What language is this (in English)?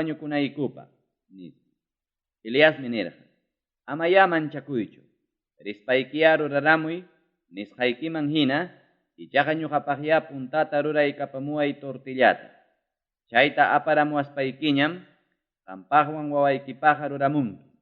Ayacucho Quechua